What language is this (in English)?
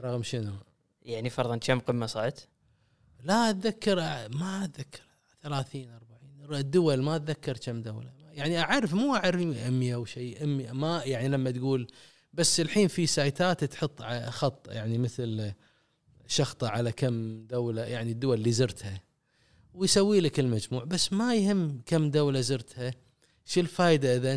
Gulf Arabic